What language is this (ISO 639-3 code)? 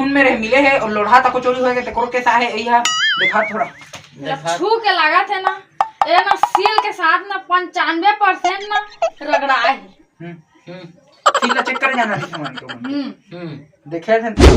hne